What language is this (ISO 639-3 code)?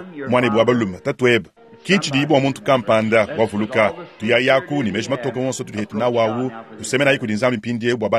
lua